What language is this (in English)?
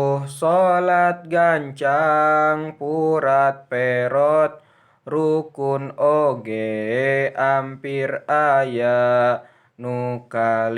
Sundanese